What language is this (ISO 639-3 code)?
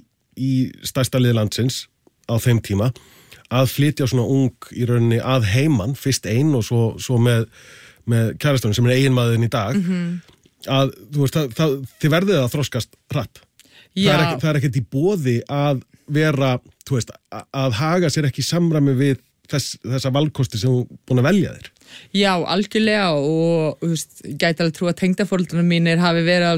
isl